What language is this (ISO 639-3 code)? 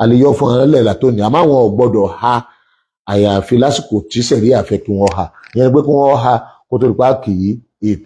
yor